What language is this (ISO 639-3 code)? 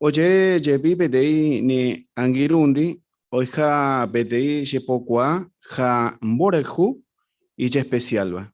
grn